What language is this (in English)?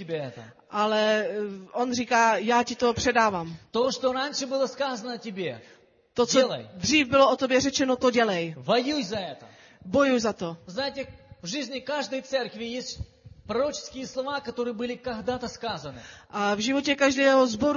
Czech